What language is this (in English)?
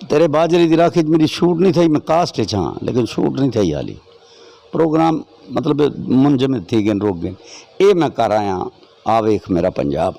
Saraiki